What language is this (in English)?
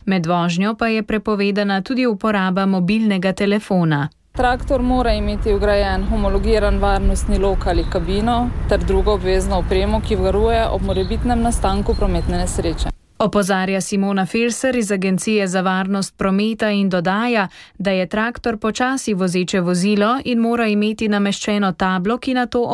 Slovenian